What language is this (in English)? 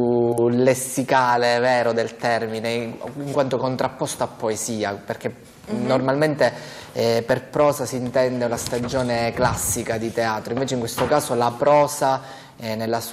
Italian